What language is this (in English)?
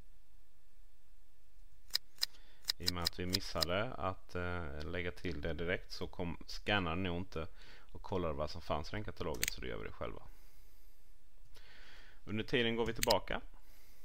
Swedish